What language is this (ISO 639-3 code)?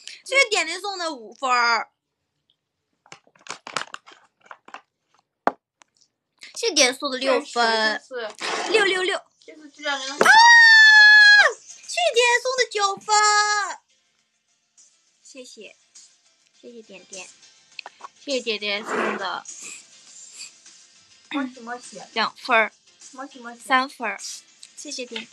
zho